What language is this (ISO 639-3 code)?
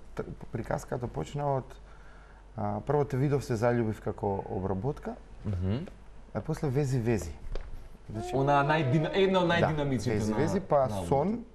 mkd